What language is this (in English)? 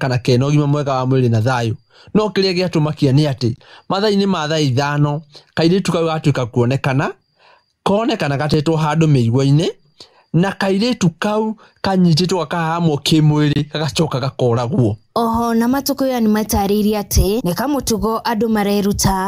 Kikuyu